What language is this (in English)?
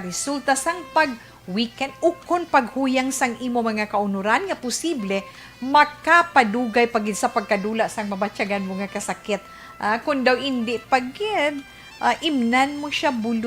Hiligaynon